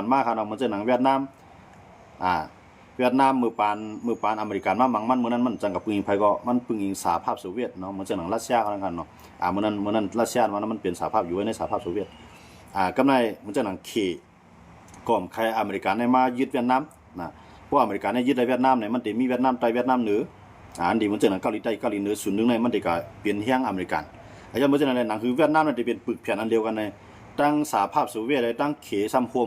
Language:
Shan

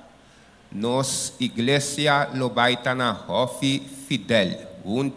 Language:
Papiamento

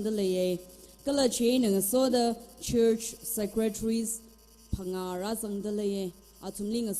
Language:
Tangkhul Naga (India)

